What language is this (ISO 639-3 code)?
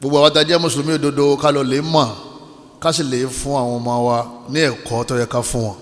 yor